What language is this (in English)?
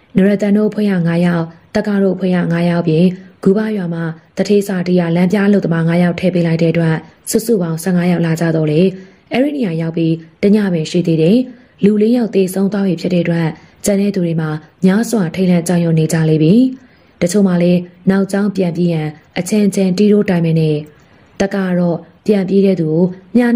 Burmese